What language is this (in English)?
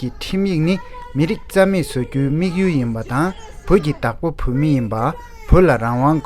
Tibetan